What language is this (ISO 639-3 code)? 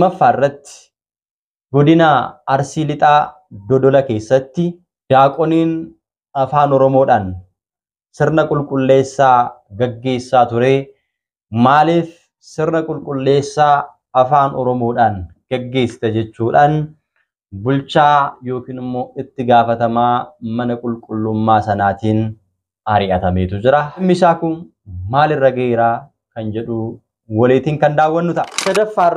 orm